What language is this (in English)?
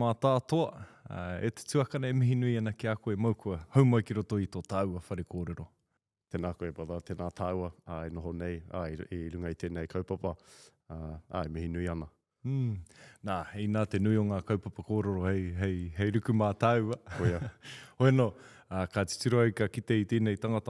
Māori